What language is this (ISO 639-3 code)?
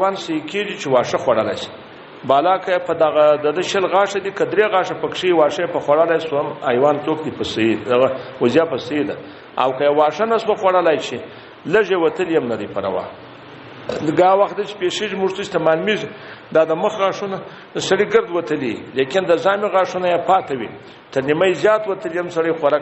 pus